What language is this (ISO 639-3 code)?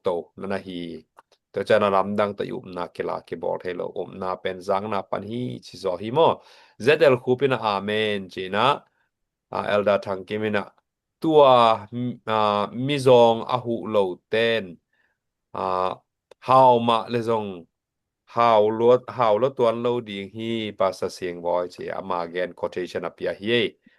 ctd